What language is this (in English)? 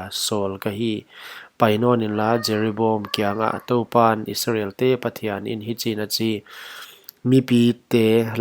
Paite Chin